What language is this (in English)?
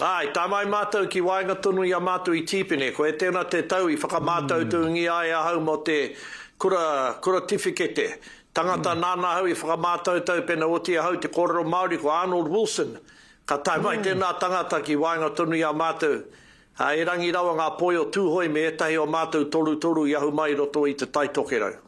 Māori